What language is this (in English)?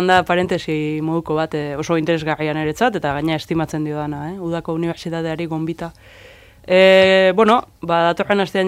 Basque